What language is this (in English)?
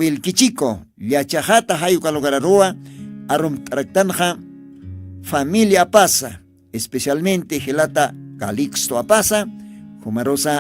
Aymara